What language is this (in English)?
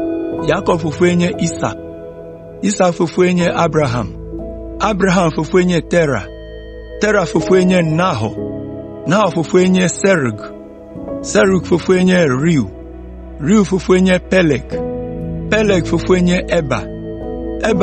Ewe